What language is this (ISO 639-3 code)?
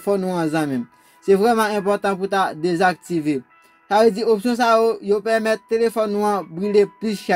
hat